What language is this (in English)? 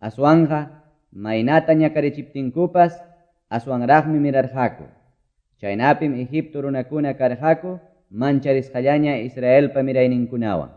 Quechua